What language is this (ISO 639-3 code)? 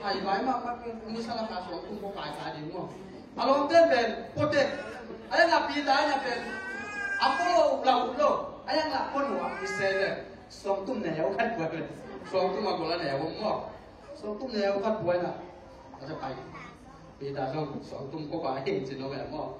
ctd